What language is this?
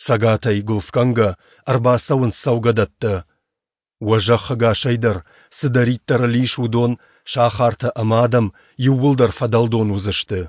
Ossetic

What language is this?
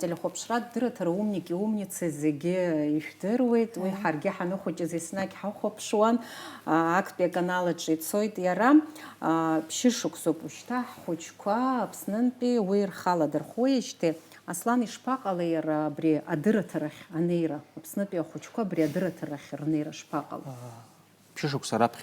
Abkhazian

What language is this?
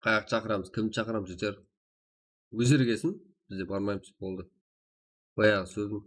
Kara-Kalpak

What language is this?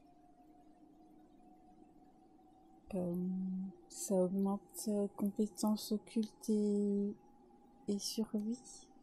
French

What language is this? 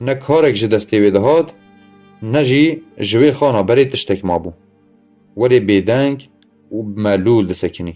Kurdish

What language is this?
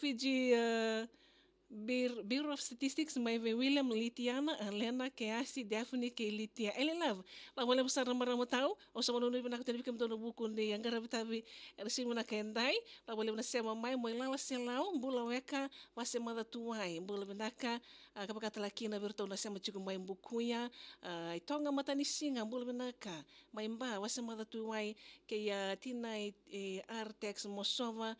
Fijian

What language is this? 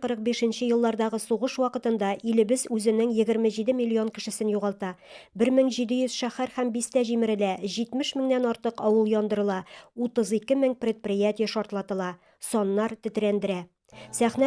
Tatar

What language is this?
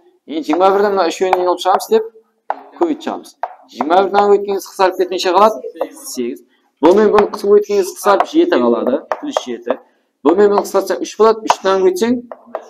Kara-Kalpak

